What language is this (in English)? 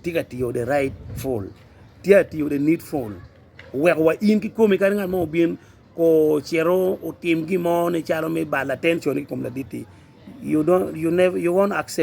Acoli